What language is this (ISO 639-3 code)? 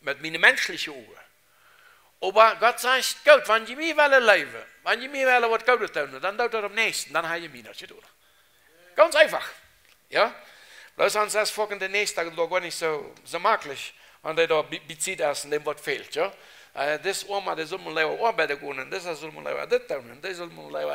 pdt